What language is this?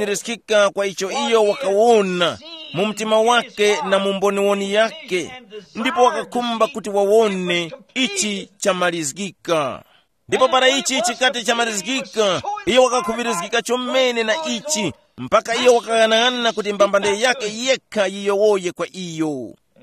Tumbuka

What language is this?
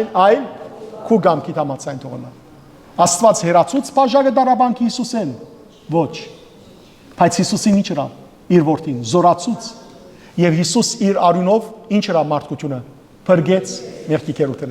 Western Armenian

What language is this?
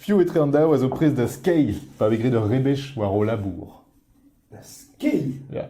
Breton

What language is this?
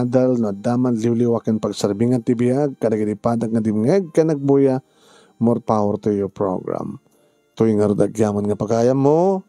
Iloko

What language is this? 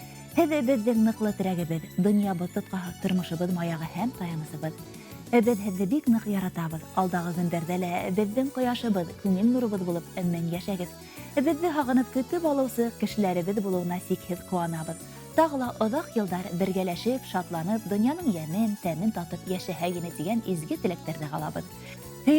Bashkir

